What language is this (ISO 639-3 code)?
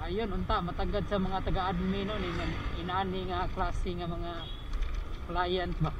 ceb